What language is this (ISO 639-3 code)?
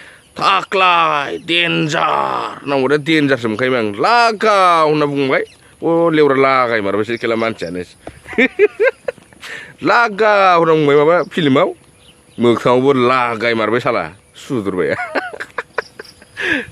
brx